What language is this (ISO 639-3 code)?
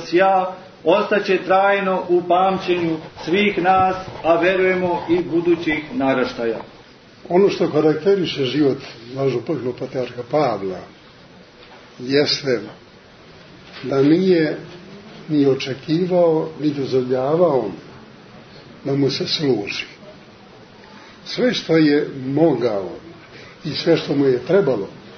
srp